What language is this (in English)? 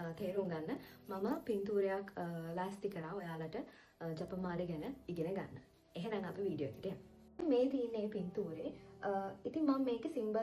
Sinhala